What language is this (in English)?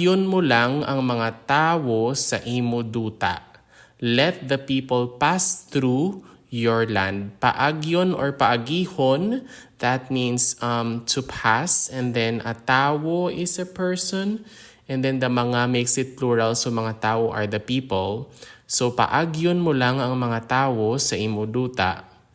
Hiligaynon